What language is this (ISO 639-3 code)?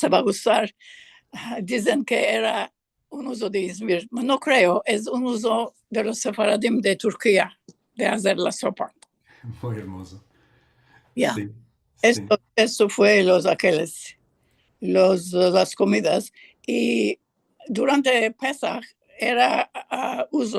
lad